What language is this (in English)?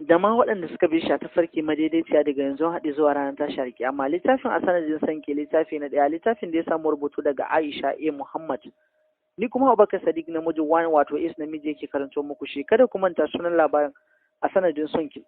Hausa